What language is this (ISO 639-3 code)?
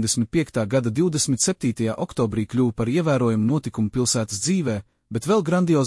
lav